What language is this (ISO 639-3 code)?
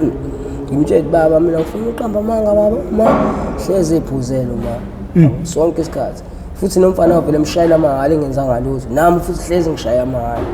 zul